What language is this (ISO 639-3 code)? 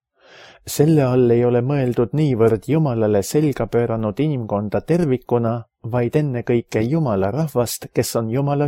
est